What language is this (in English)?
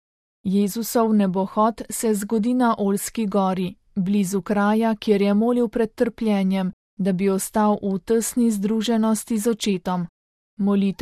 Slovenian